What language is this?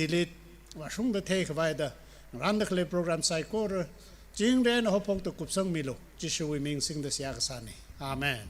Tangkhul Naga (India)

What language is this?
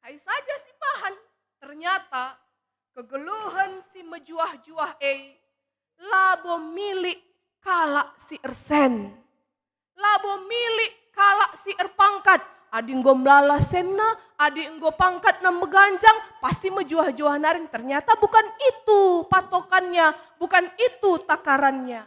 Batak Karo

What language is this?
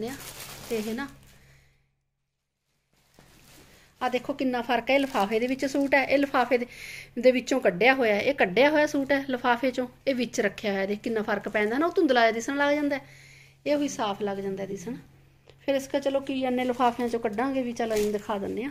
Punjabi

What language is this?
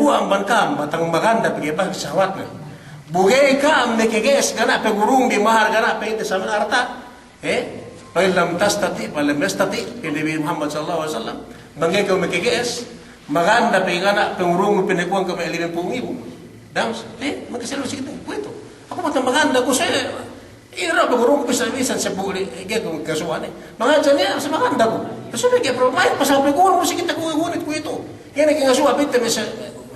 Yakan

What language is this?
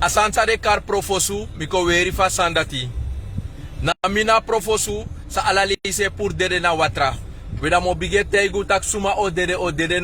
Sranan Tongo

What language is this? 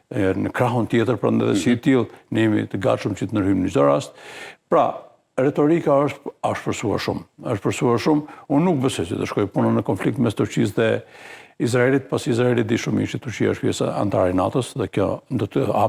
Albanian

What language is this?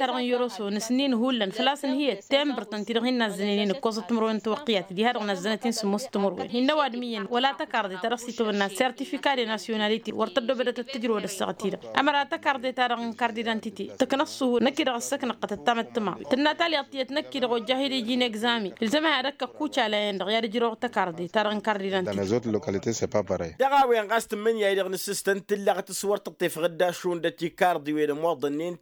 Tamasheq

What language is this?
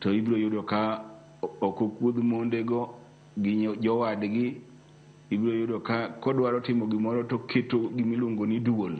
Luo (Kenya and Tanzania)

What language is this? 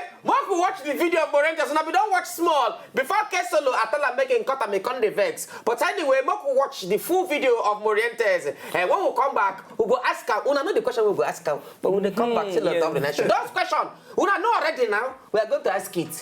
Nigerian Pidgin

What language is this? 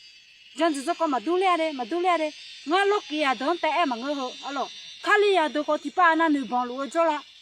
Akha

